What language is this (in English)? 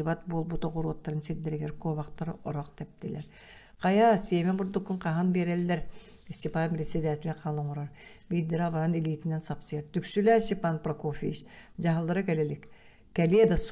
Yakut